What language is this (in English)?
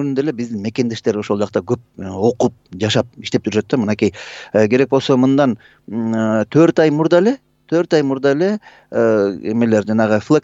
Kyrgyz